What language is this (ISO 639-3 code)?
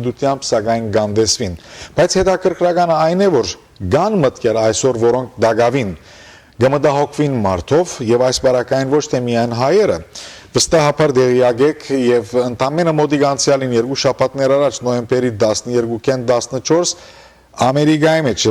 hyw